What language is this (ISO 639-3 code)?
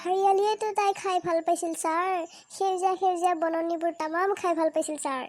asm